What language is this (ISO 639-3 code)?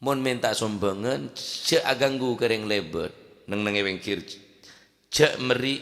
mad